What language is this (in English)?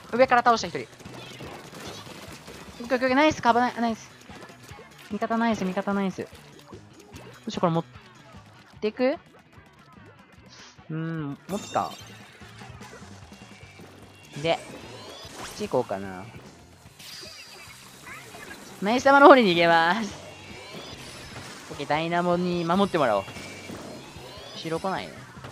Japanese